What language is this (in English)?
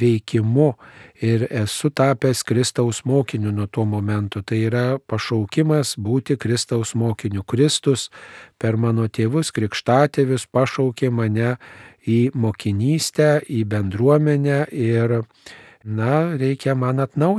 Lithuanian